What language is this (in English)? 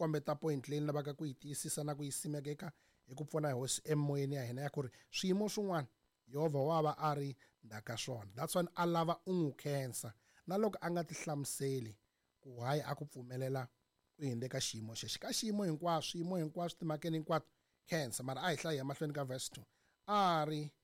Tsonga